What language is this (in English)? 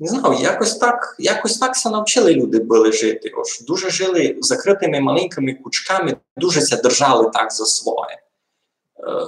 Rusyn